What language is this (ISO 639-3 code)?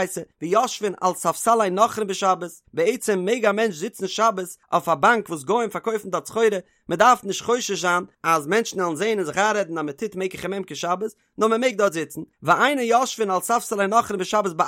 yid